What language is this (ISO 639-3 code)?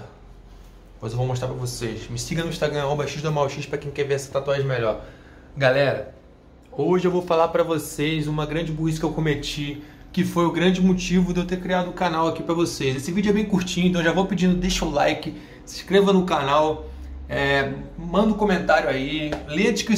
por